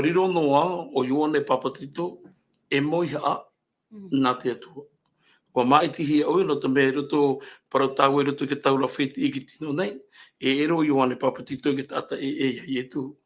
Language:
Tahitian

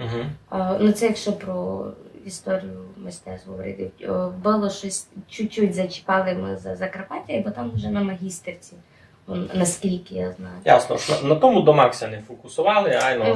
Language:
Rusyn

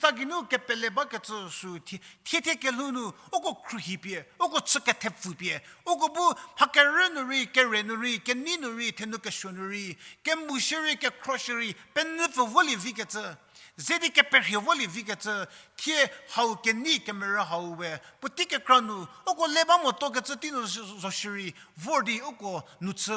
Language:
Angami Naga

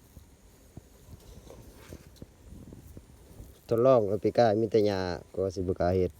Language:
Lao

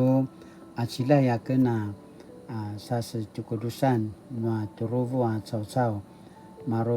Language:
Paiwan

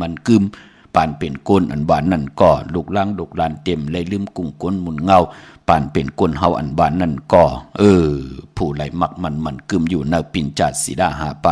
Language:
Shan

